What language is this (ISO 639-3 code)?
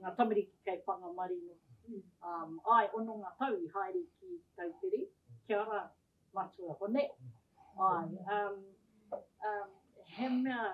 mri